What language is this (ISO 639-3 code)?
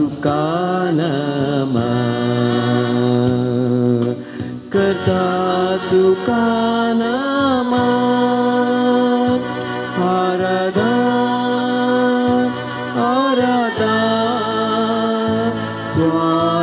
kok